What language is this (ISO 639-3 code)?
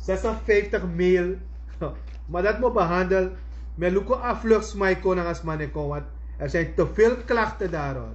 srn